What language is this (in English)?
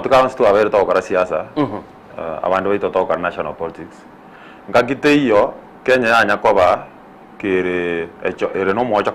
Gusii